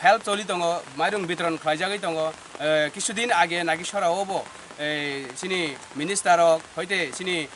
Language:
Kok Borok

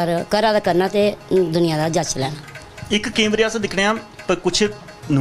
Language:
Dogri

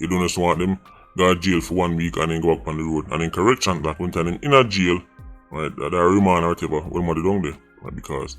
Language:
Jamaican Creole English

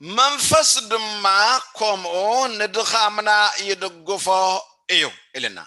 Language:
Tigrinya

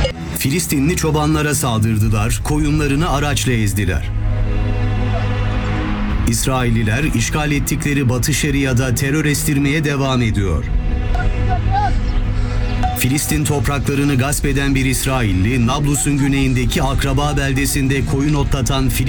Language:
Turkish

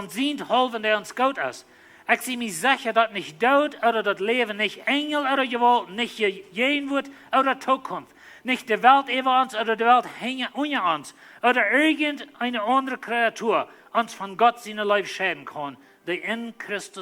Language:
Plautdietsch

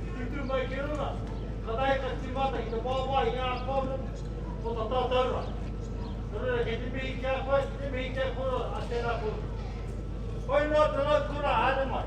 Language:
Māori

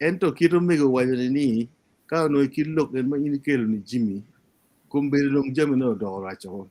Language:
Acoli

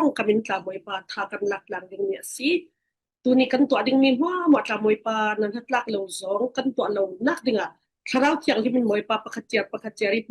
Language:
Falam Chin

